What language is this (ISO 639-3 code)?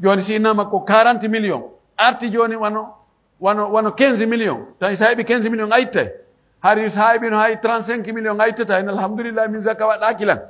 fuf